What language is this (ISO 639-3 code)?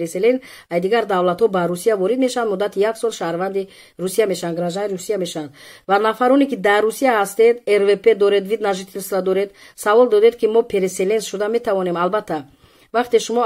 tgk